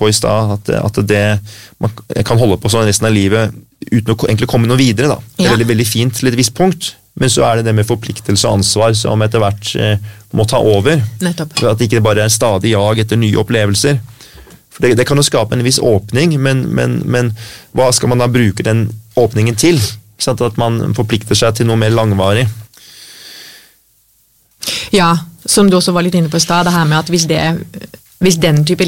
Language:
Norwegian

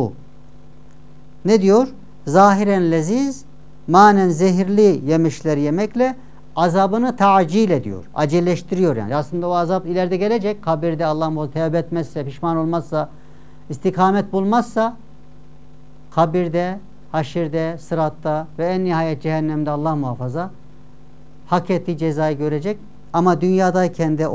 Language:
Turkish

